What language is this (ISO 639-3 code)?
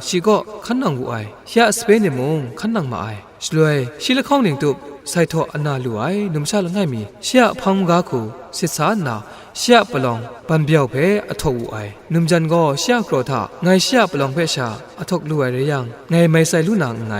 kac